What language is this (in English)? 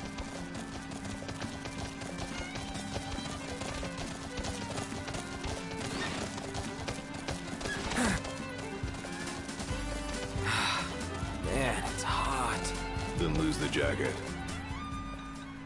English